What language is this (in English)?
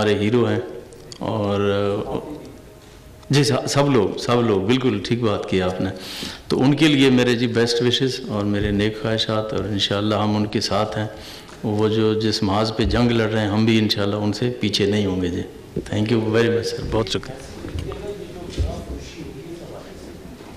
Urdu